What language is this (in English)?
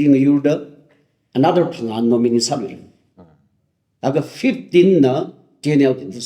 Tangkhul Naga (India)